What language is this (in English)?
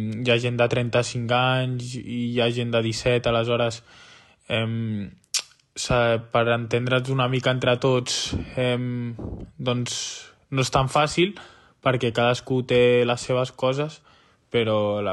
Catalan